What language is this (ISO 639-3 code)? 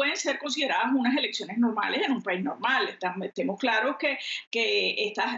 spa